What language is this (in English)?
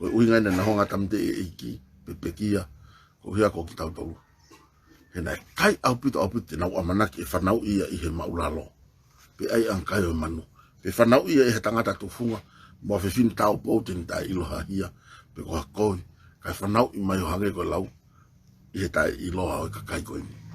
Tongan